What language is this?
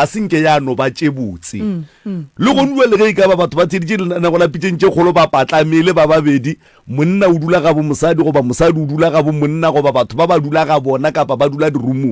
Northern Sotho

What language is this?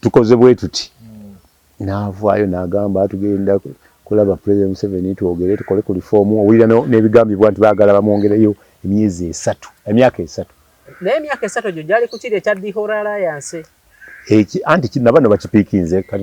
Ganda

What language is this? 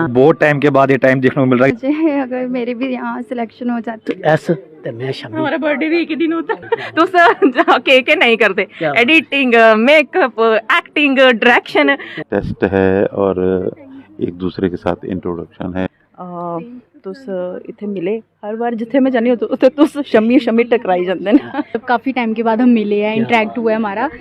Dogri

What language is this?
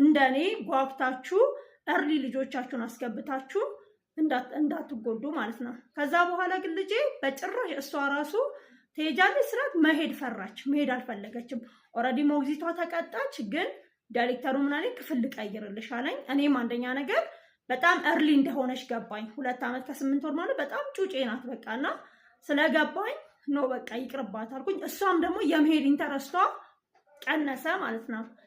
Amharic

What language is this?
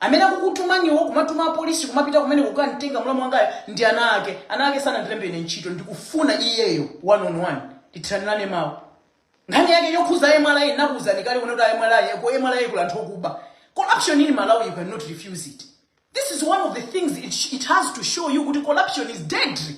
Nyanja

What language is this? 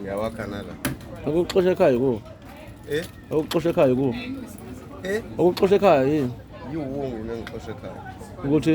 Zulu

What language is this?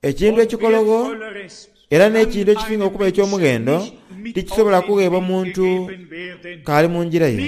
Soga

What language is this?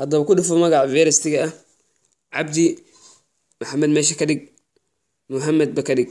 Somali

